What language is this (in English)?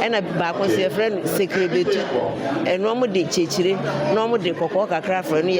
Akan